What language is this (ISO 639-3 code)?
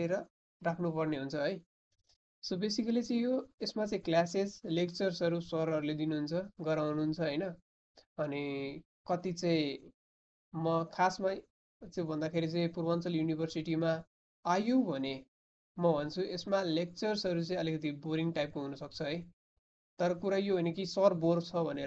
nep